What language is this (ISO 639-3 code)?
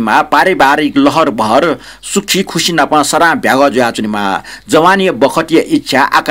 new